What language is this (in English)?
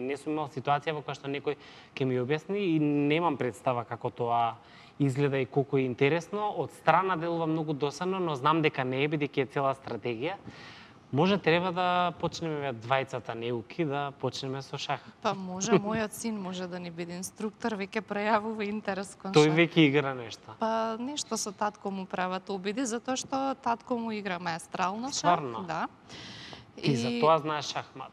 Macedonian